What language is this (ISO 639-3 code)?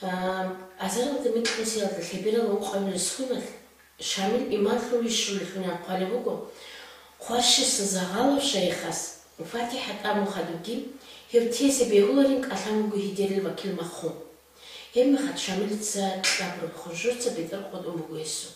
ava